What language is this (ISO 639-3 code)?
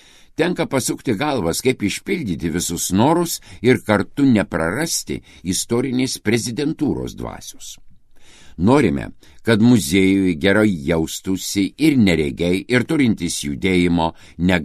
lit